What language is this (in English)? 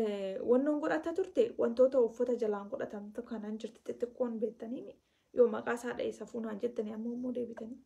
Oromo